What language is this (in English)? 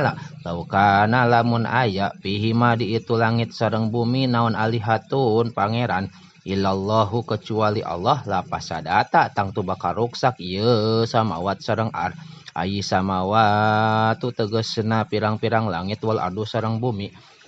Sundanese